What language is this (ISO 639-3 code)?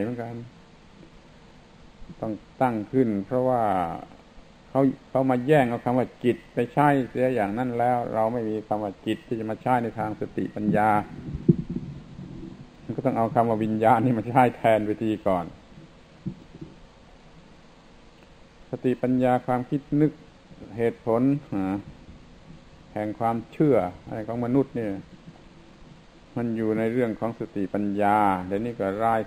tha